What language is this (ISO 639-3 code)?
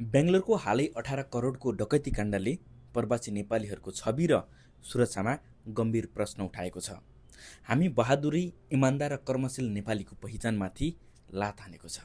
nep